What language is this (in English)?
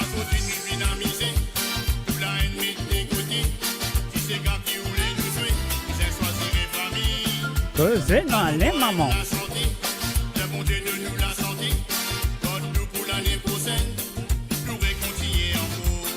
Morisyen